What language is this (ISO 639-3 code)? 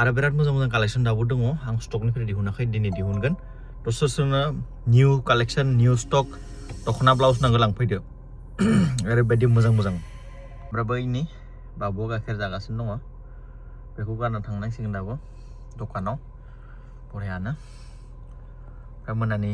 brx